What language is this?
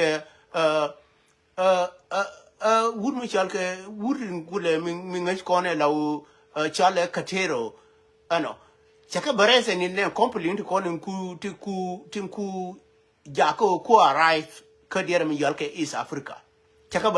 Nuer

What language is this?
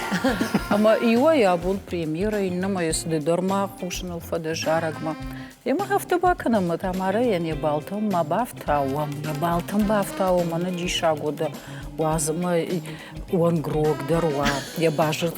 Ossetic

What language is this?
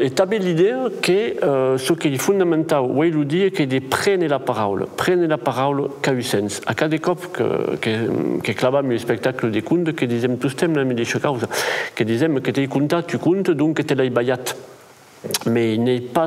Occitan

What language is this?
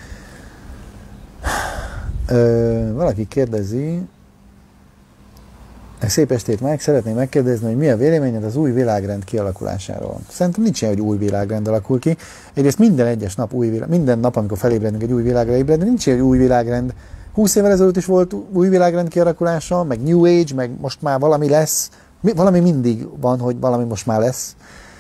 Hungarian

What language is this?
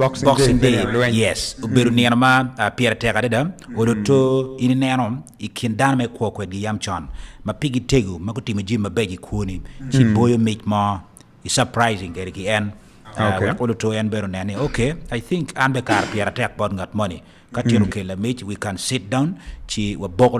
Acoli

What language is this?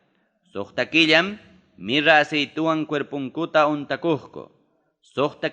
Ayacucho Quechua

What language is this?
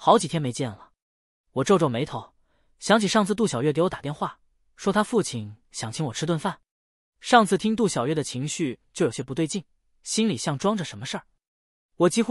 Chinese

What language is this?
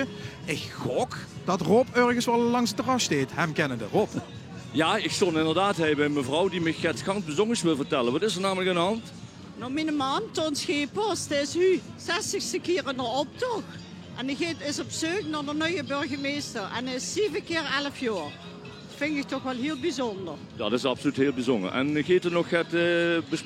Limburgish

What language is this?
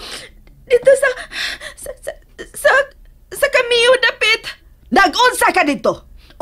Cebuano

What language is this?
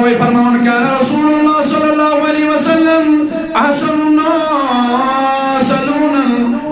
Kashmiri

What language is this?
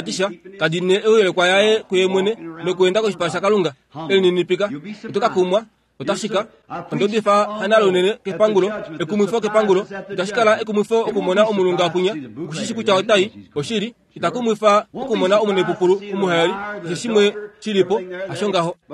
Kuanyama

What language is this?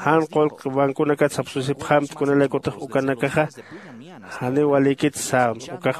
Aymara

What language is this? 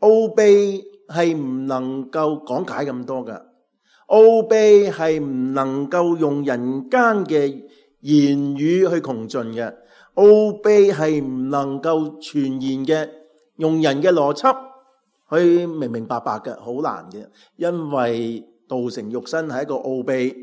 Cantonese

